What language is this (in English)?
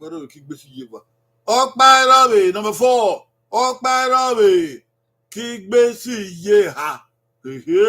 Bini